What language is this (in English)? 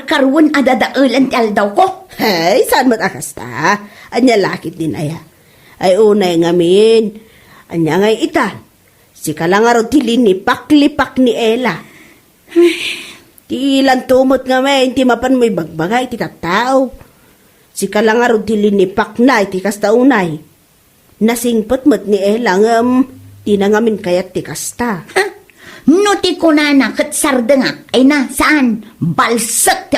Iloko